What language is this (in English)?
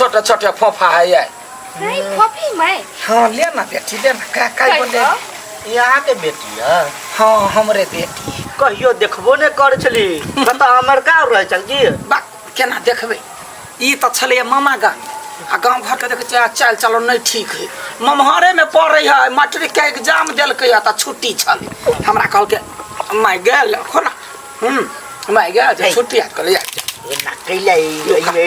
Maithili